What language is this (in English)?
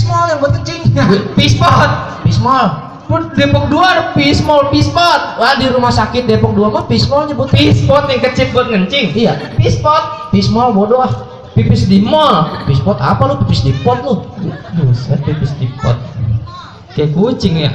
Betawi